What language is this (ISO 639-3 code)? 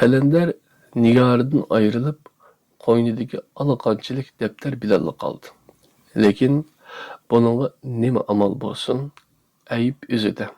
uig